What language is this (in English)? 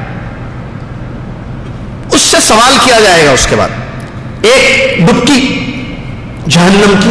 Urdu